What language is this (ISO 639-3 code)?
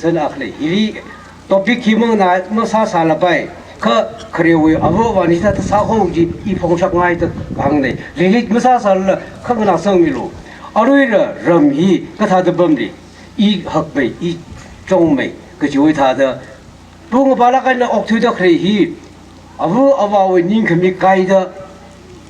nmf